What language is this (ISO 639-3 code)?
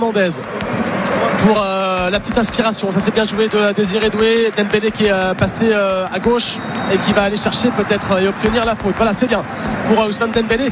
fra